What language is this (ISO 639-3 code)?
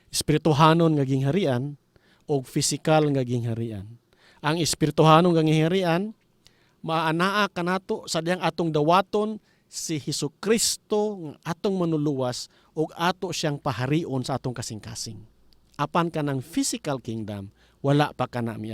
ceb